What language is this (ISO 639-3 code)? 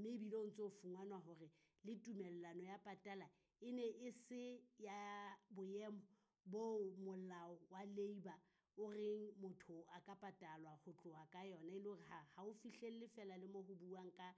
sot